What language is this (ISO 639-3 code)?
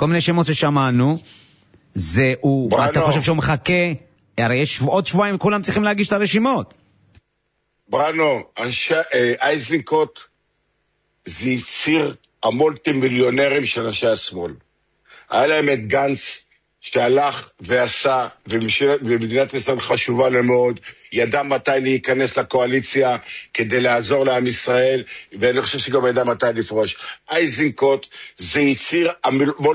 heb